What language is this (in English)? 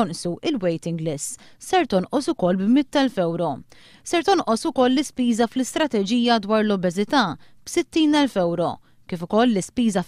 Maltese